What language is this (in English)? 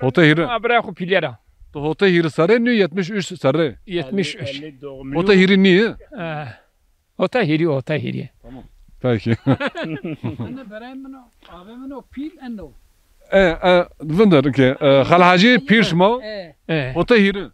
Zaza